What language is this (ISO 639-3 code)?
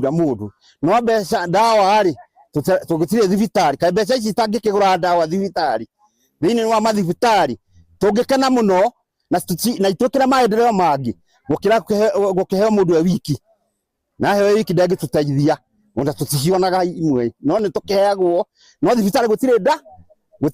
kik